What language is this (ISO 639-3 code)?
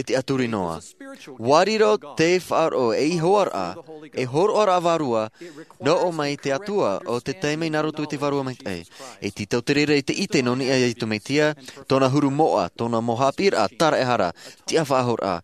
tah